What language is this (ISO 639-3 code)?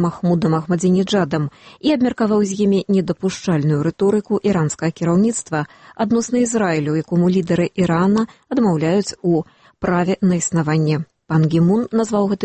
bel